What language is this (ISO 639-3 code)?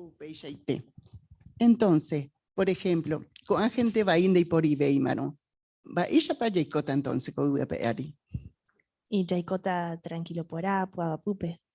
grn